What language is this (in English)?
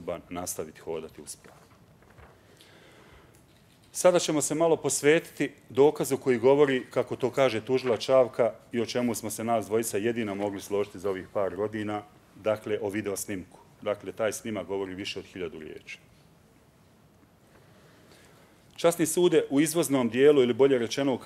Bosnian